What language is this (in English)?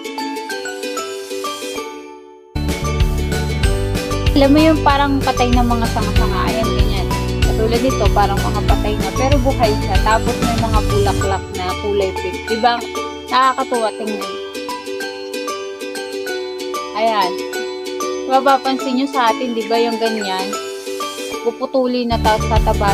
Filipino